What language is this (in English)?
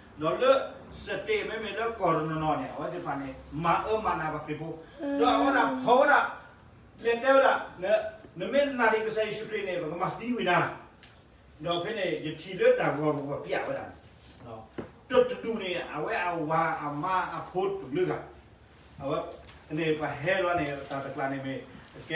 S'gaw Karen